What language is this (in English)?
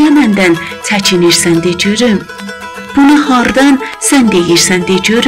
South Azerbaijani